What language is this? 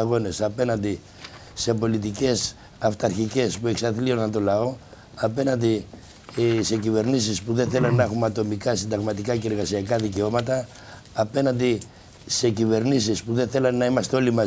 Greek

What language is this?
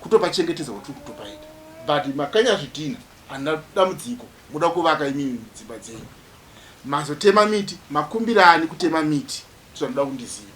Shona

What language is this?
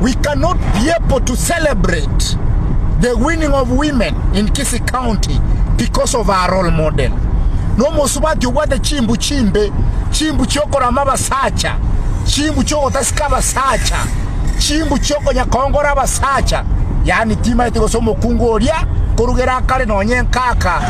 Gusii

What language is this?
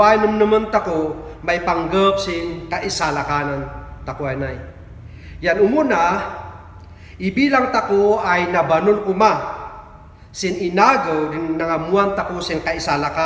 Kankanaey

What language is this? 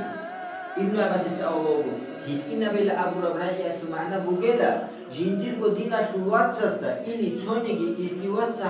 Avaric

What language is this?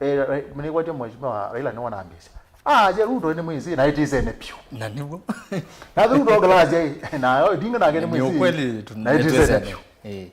Kamba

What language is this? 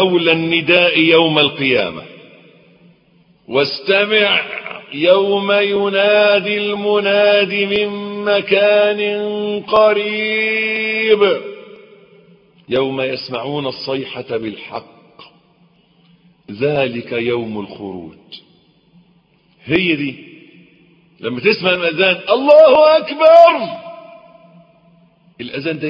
Egyptian Arabic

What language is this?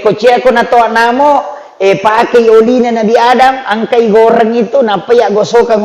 Buginese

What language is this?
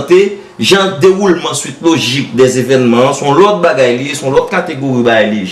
Haitian Creole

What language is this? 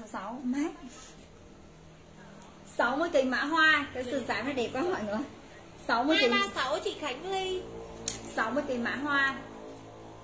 Vietnamese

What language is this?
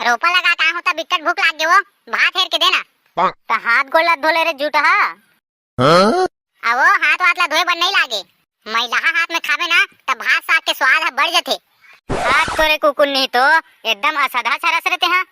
Chhattisgarhi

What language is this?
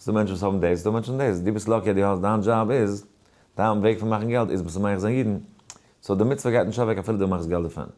Yiddish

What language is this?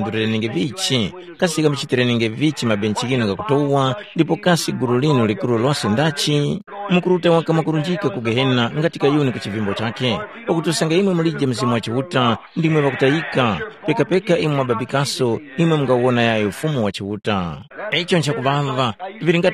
Tumbuka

